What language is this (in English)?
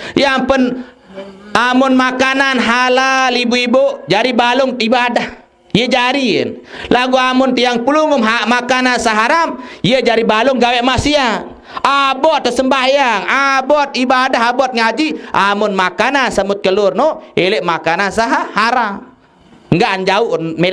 Sasak